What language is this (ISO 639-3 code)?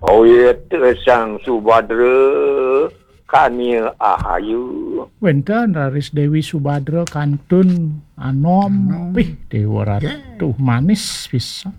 ban